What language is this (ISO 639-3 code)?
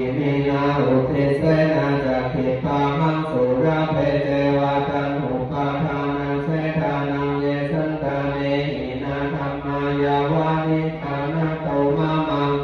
pli